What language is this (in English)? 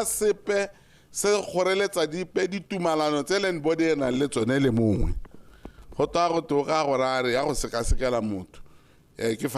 Tswana